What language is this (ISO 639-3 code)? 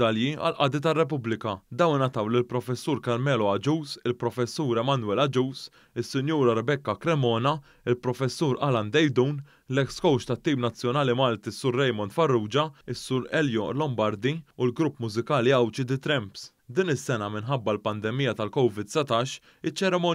mlt